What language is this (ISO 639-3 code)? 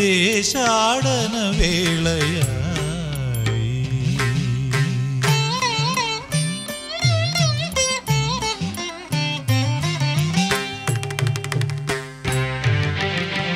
mal